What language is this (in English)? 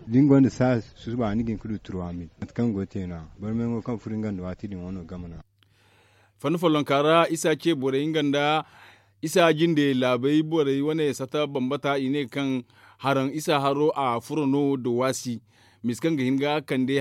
Zarma